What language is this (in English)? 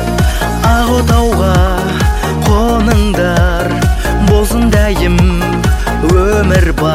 Kazakh